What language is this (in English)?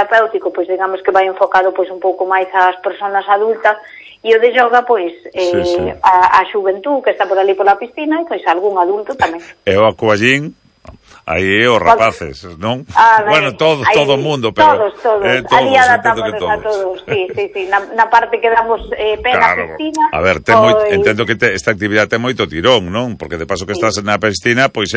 Galician